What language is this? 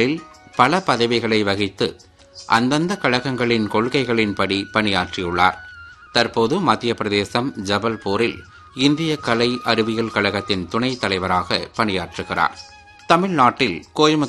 Tamil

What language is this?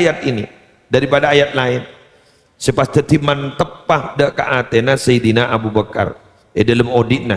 Madurese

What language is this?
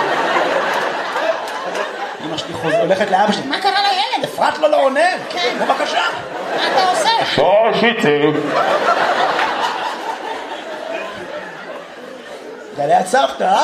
Hebrew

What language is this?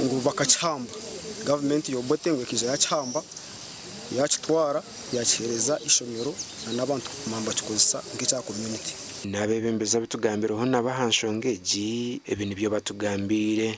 Nyankole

